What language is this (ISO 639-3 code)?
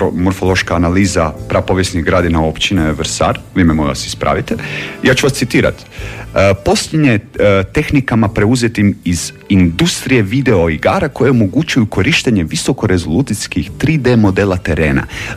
hrv